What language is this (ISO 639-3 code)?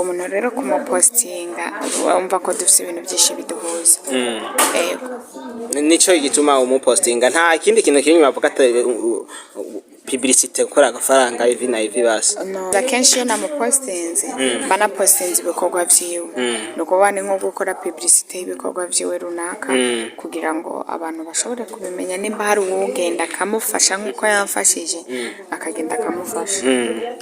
run